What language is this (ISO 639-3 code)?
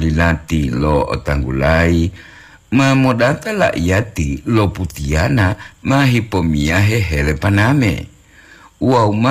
gor